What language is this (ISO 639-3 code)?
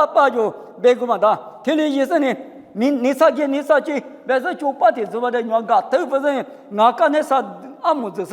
lis